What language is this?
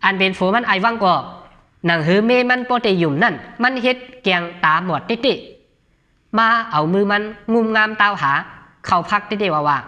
Shan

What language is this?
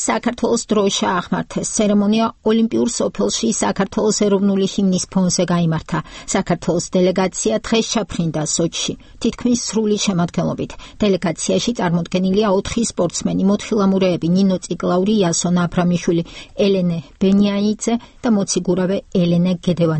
Georgian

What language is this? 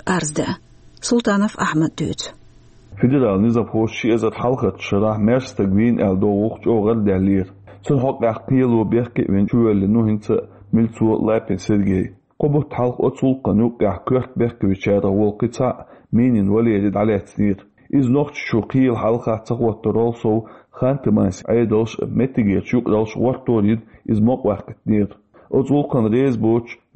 Chechen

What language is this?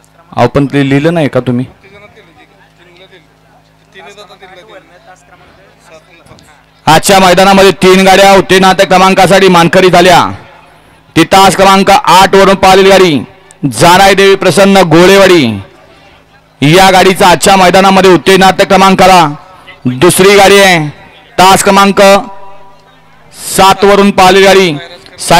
Marathi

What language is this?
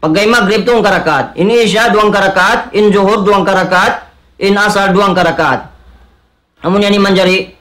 Tausug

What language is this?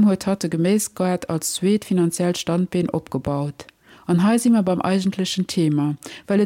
Luxembourgish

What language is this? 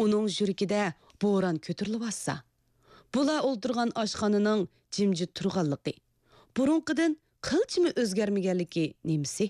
Uyghur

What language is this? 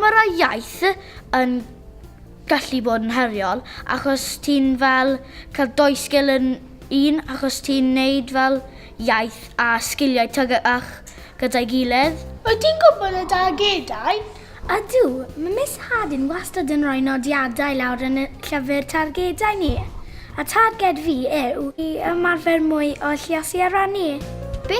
Welsh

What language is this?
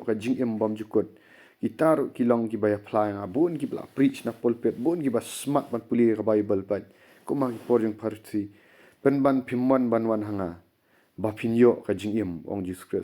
Khasi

